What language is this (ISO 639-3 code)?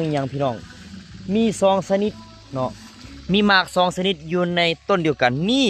lao